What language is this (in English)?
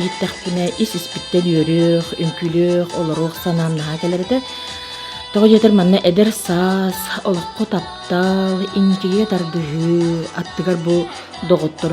Yakut